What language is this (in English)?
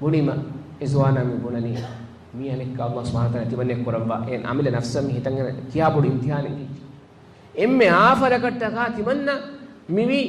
Divehi